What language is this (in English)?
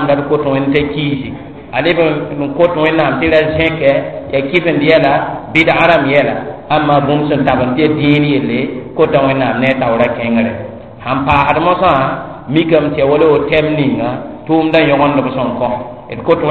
Mossi